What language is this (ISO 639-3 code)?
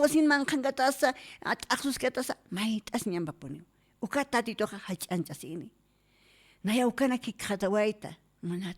aym